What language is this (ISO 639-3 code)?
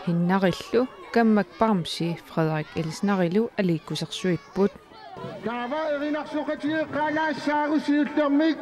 kal